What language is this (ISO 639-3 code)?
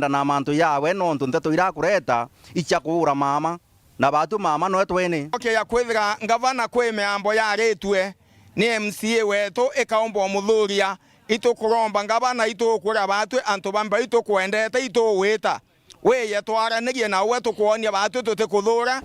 mer